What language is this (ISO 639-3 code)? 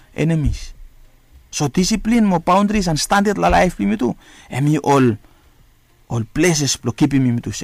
bis